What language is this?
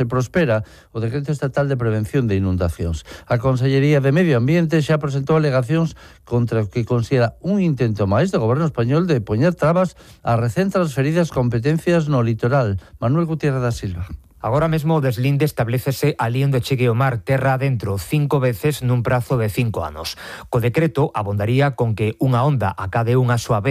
Galician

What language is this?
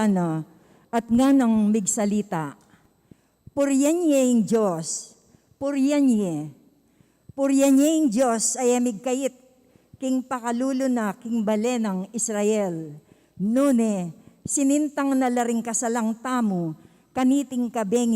Pampanga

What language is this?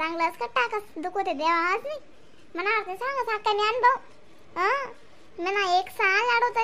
Khandesi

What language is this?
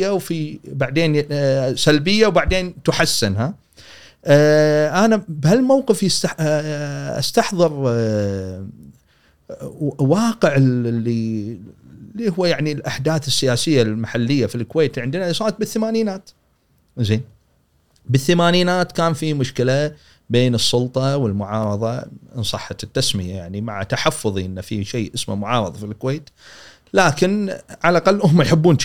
Gulf Arabic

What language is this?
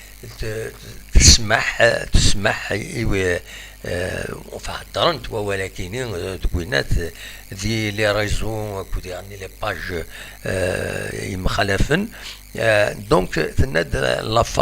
Kabyle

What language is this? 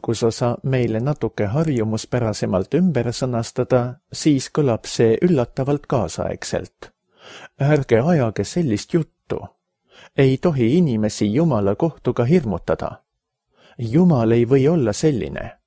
Estonian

